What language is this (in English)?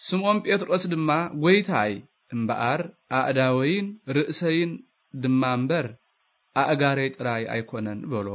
Tigrinya